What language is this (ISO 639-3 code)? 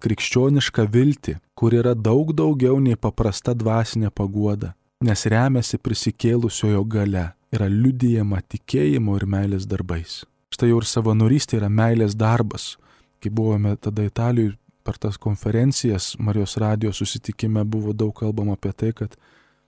lit